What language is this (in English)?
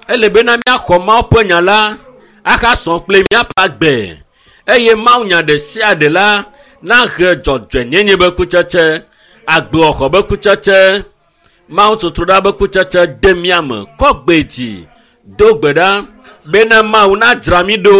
Ewe